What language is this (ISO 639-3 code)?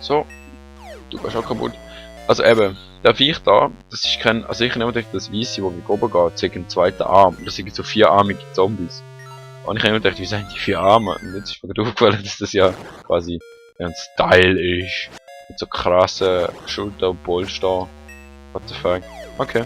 gsw